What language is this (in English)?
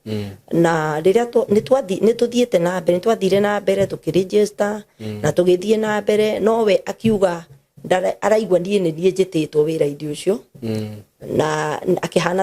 Kikuyu